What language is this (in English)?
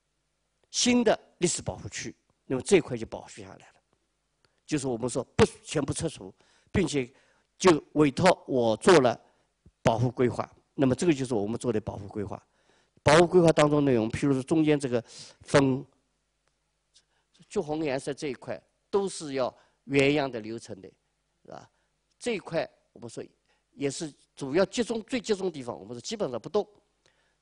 Chinese